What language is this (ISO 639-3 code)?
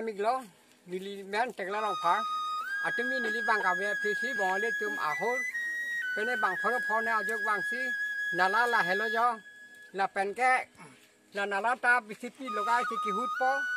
mjw